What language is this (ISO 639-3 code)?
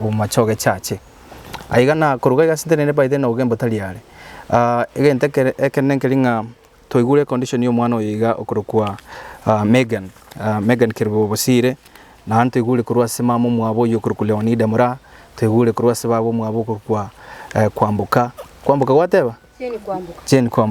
guz